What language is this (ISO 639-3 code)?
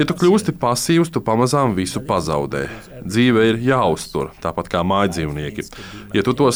lav